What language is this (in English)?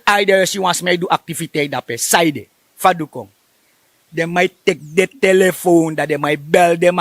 Sranan Tongo